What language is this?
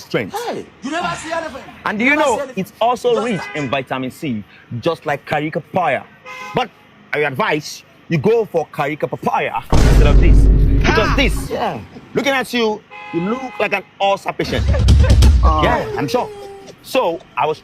Nigerian Pidgin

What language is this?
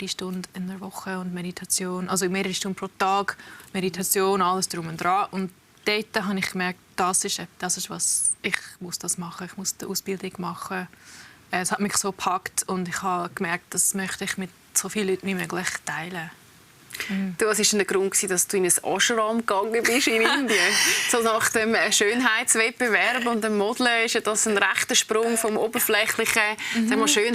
Swiss German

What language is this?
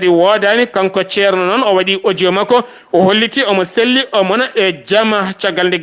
Fula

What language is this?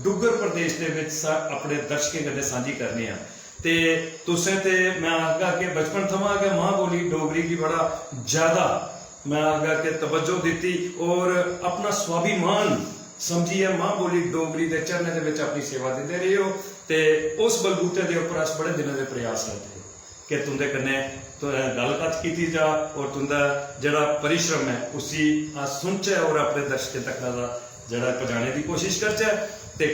Dogri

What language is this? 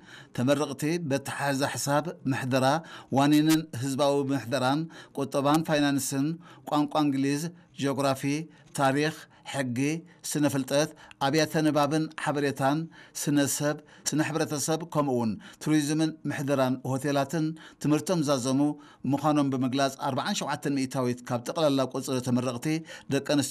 Tigrinya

